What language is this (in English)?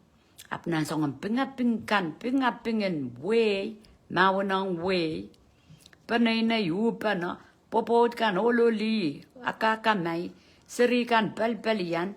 Pohnpeian